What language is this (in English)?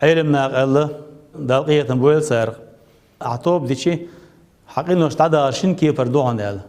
Chechen